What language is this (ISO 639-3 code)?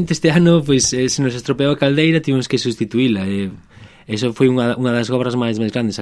glg